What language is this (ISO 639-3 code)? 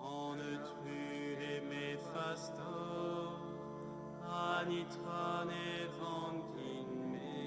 bre